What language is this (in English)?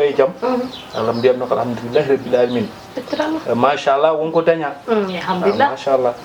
Fula